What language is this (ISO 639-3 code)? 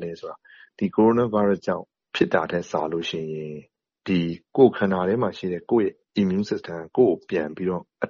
mya